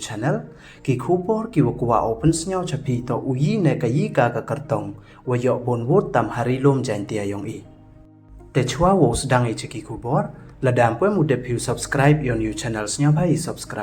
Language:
Pnar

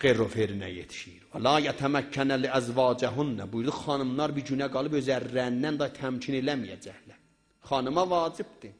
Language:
South Azerbaijani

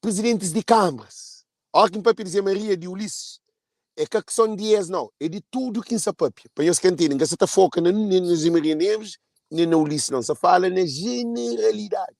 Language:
Kabuverdianu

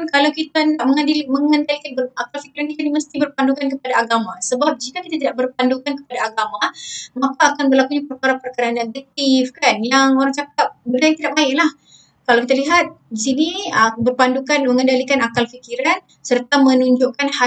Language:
Malay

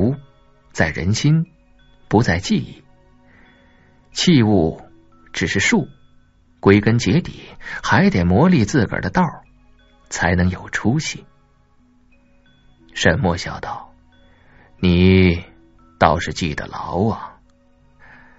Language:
Chinese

